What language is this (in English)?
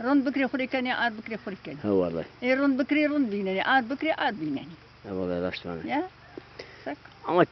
Zaza